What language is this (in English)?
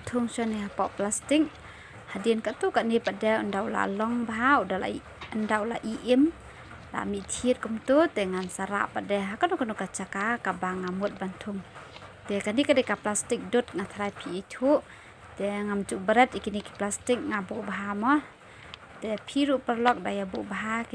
Khasi